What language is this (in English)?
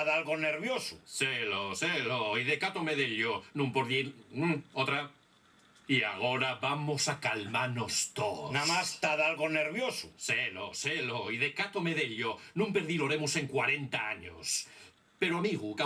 Asturian